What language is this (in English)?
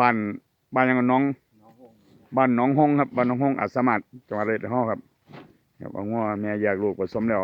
Northeastern Thai